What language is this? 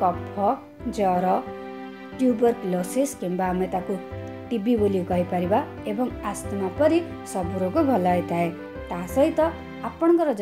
Odia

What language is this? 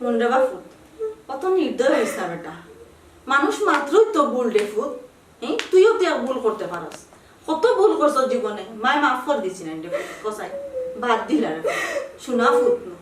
Sylheti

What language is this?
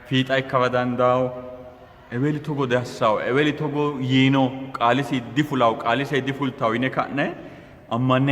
Sidamo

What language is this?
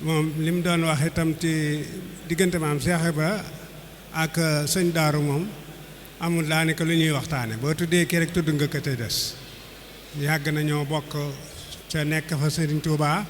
Wolof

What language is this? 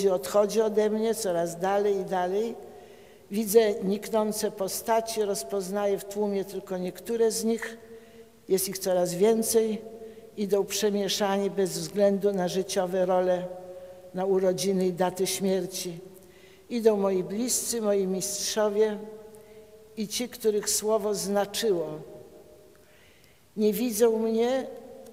Polish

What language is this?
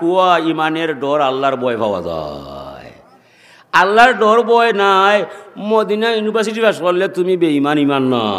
Sylheti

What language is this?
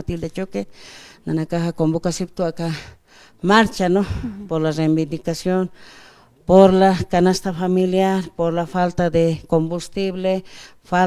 Aymara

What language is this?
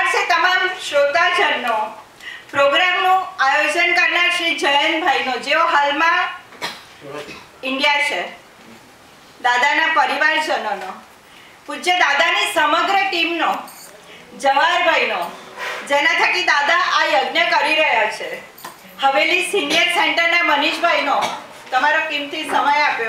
Gujarati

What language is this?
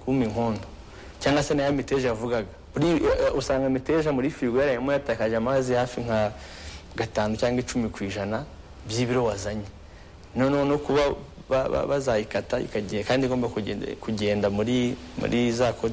Kinyarwanda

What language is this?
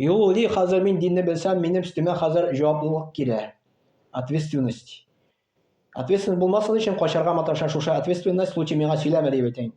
Tatar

